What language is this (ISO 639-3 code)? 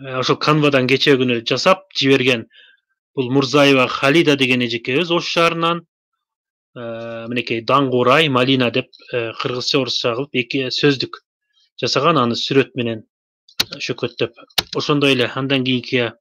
kir